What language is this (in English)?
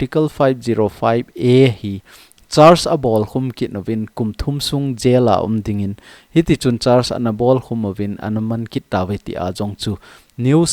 Thado Chin